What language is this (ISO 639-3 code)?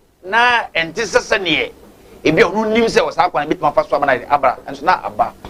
aka